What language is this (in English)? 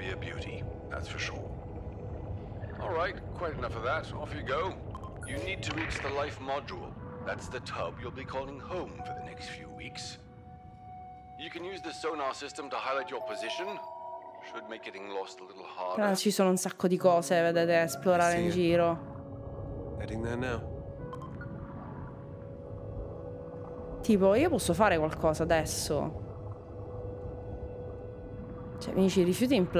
Italian